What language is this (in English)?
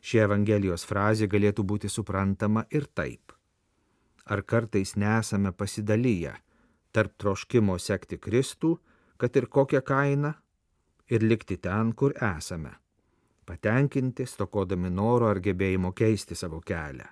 Lithuanian